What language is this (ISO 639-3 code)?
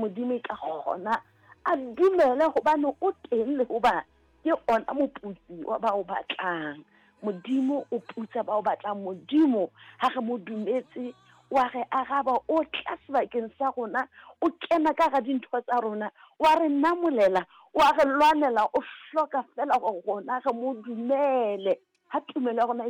sot